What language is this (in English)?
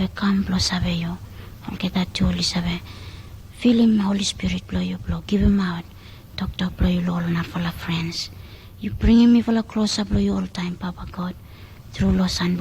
Bislama